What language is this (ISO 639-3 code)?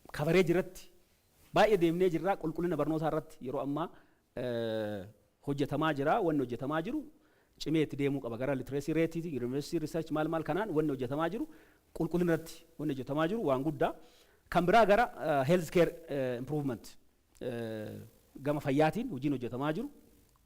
orm